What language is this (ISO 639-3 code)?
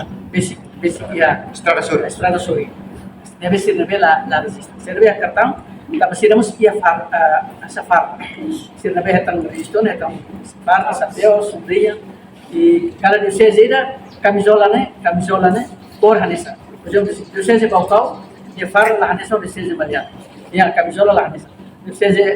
tet